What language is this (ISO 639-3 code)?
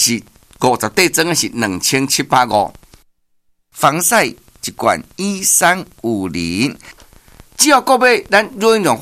nan